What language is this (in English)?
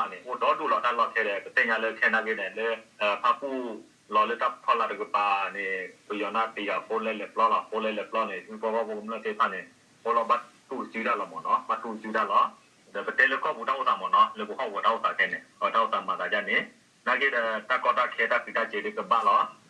S'gaw Karen